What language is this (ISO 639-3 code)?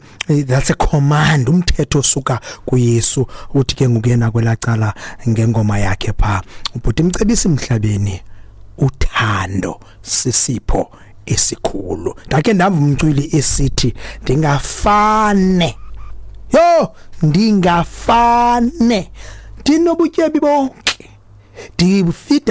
xho